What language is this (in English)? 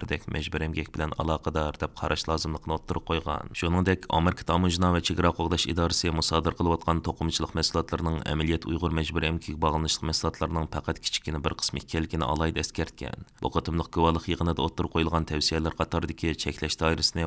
Uyghur